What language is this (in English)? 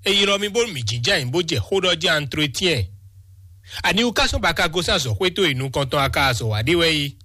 Fon